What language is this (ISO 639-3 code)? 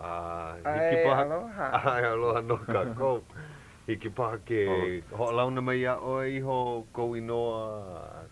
haw